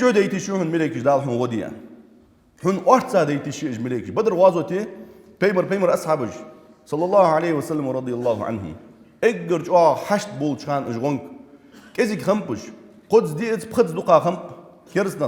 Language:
Ingush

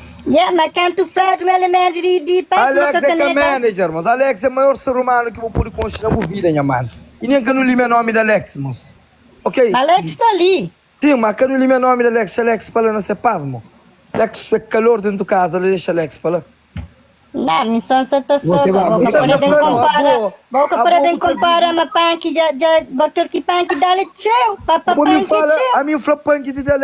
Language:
Kabuverdianu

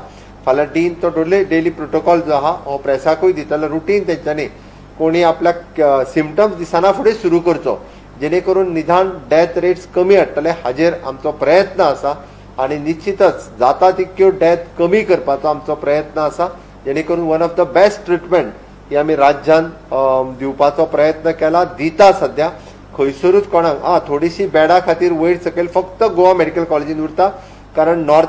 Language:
Konkani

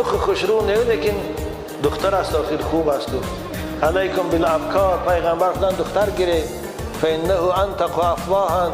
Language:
Tajik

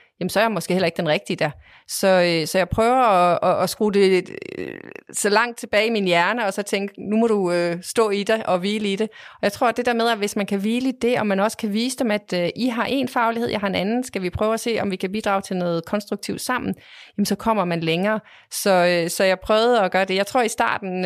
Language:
Danish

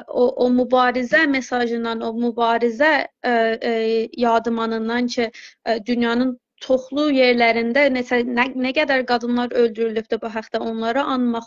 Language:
South Azerbaijani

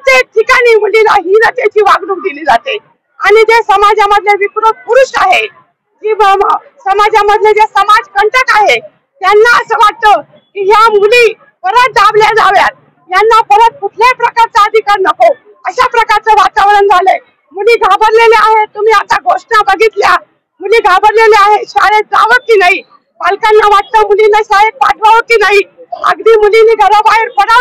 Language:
Marathi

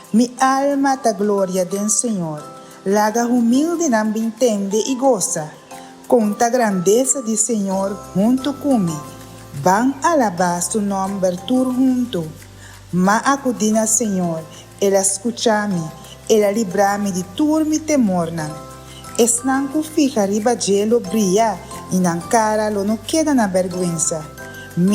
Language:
Papiamento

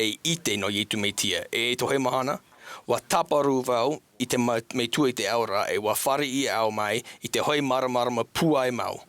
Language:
Tahitian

